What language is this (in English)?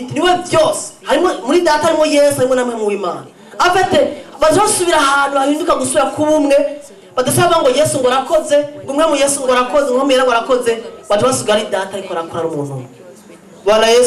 Rundi